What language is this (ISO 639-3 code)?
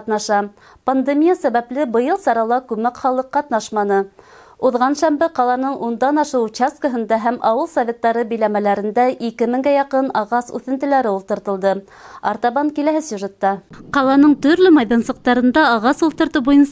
bak